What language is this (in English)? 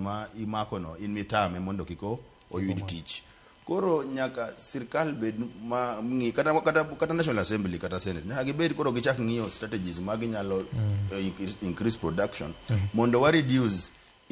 Luo (Kenya and Tanzania)